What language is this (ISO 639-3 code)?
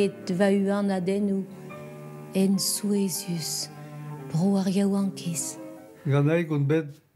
bre